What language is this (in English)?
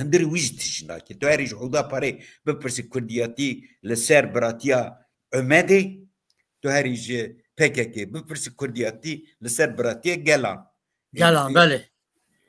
Kurdish